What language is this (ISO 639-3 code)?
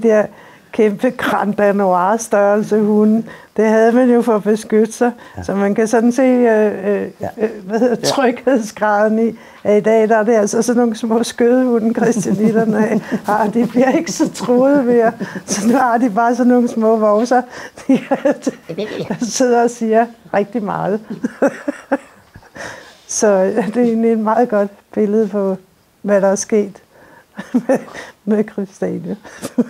dan